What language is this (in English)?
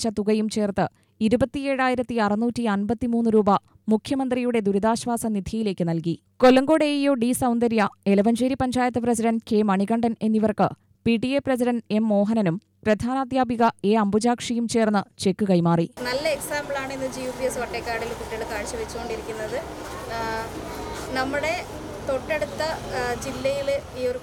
Malayalam